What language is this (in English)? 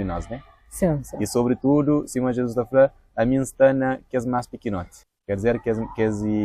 Kabuverdianu